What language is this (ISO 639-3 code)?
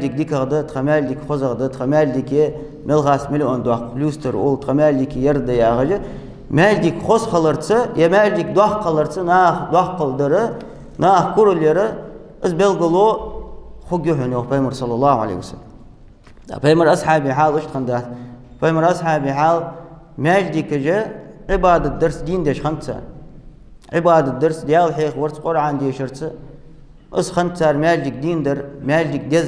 inh